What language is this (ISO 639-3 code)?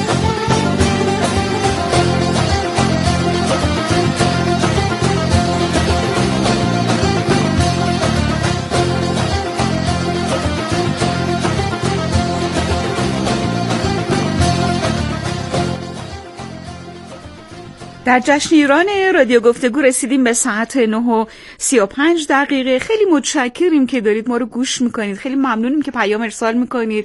fas